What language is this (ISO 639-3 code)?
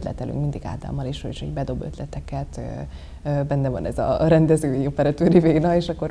hun